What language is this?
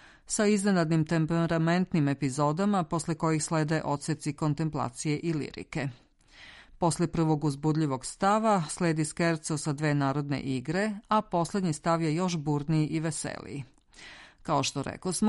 Serbian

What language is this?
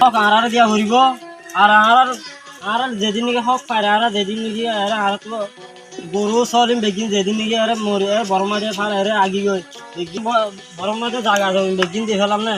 Rohingya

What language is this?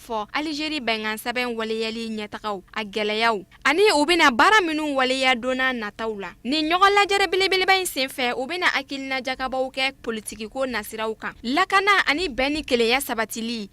Bambara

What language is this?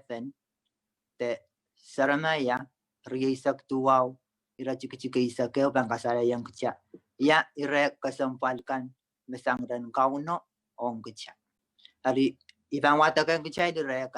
Pohnpeian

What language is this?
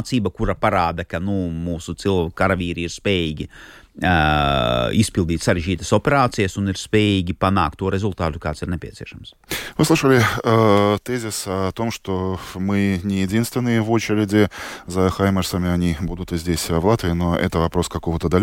Latvian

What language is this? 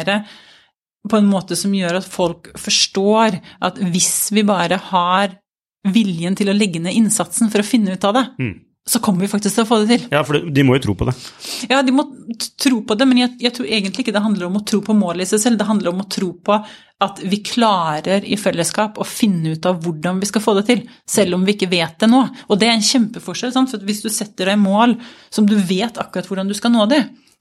Norwegian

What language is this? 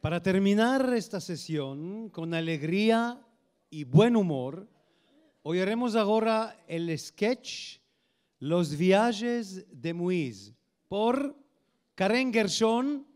Ladino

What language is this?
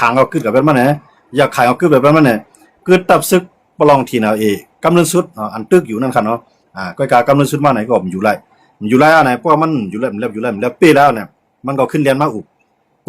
Shan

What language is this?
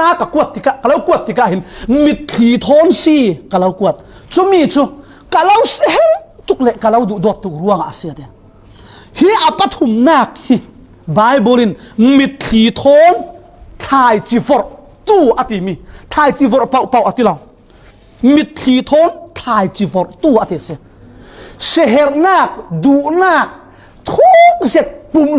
Falam Chin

